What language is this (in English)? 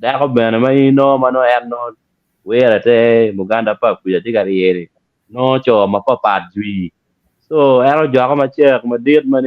Acoli